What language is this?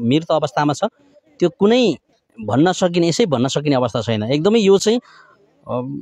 Nepali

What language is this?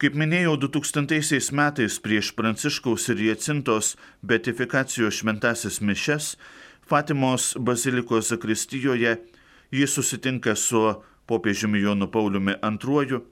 Lithuanian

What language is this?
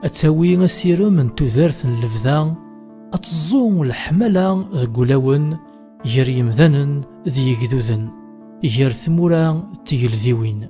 Kabyle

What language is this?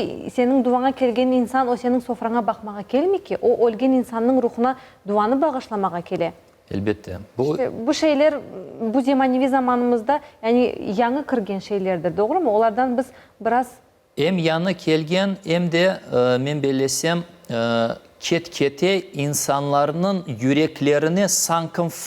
Crimean Tatar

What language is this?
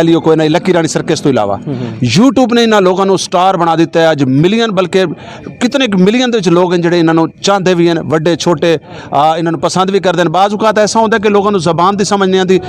Western Panjabi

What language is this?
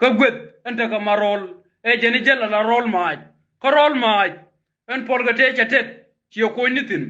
Nuer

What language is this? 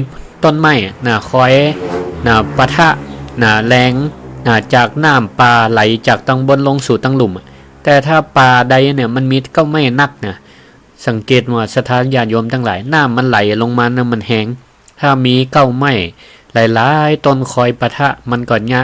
Northern Thai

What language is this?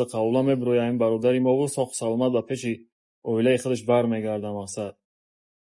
Tajik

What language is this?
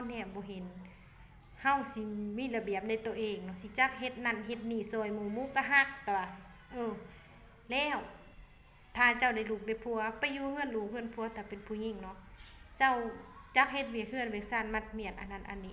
Lao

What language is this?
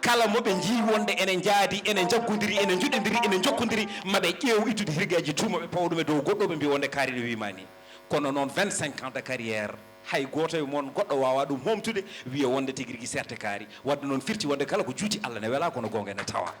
Fula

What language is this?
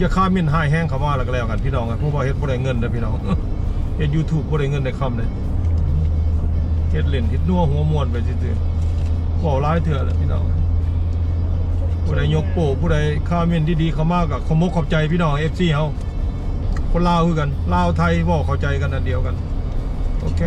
Lao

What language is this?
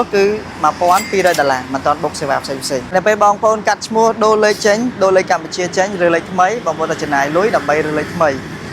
Khmer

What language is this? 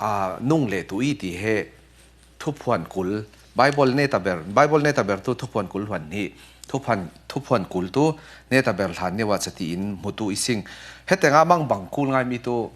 Falam Chin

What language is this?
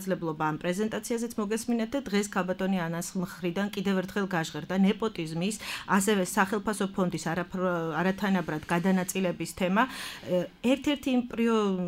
Georgian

